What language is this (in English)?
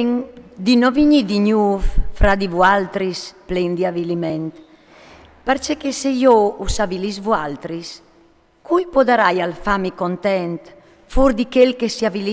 Friulian